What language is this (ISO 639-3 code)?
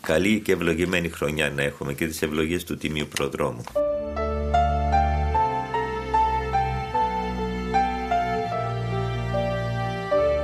ell